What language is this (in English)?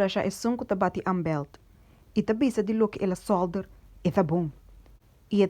Papiamento